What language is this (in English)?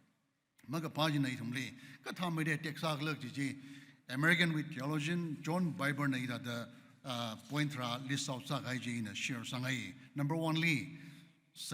Tangkhul Naga (India)